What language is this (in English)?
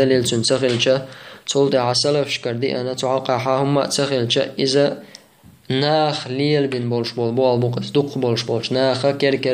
Chechen